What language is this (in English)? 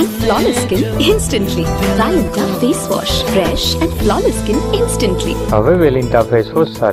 Gujarati